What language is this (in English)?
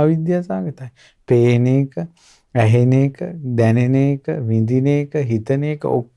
Sinhala